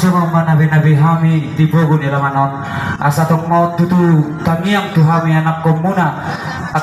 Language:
Batak Toba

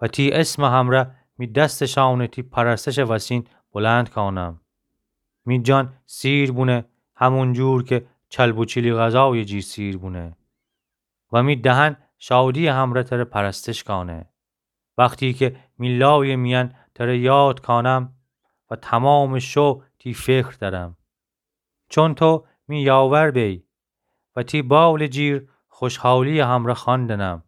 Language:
Gilaki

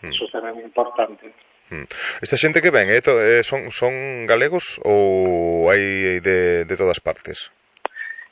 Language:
Galician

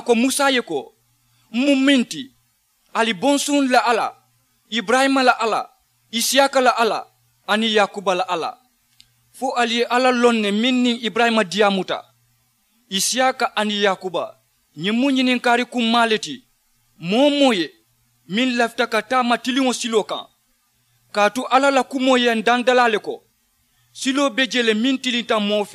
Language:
Mandingo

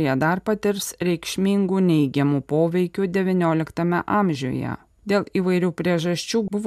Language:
Lithuanian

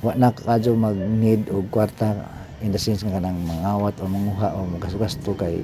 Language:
Cebuano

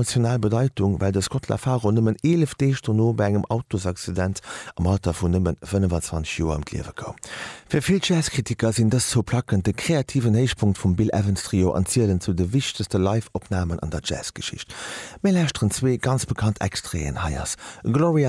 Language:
Luxembourgish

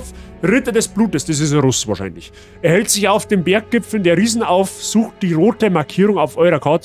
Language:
Bavarian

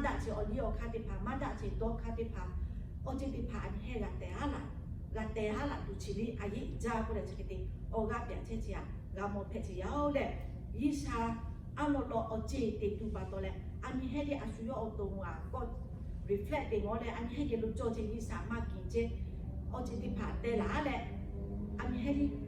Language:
Lahu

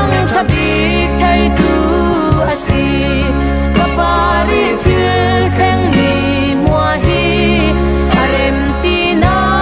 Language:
Hakha Chin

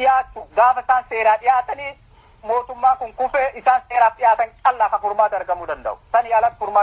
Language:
Oromo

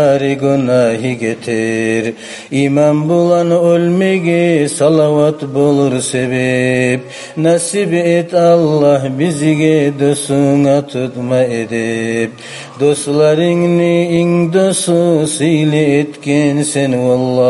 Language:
Kumyk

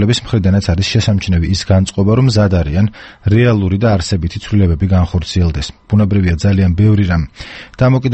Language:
Georgian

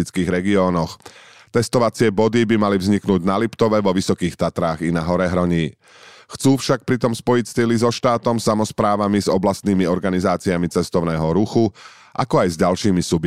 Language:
Slovak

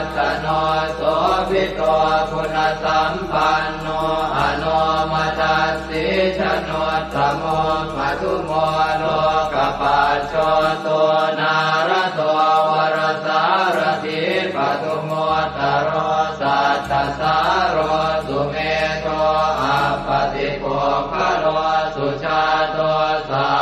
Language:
Pali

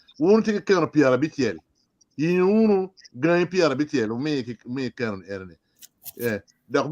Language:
Acoli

